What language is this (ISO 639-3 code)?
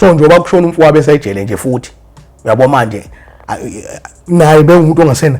zul